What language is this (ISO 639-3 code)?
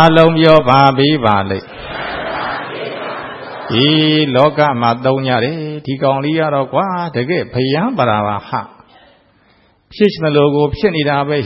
mya